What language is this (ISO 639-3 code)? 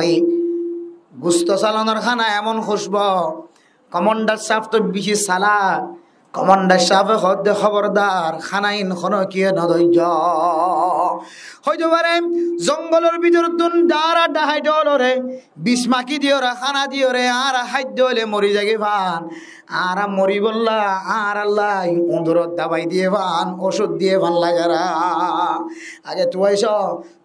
rhg